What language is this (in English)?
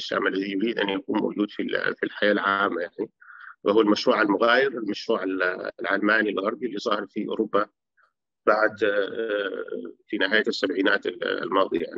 Arabic